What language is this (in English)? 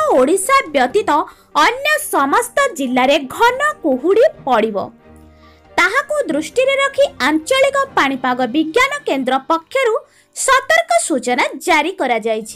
Odia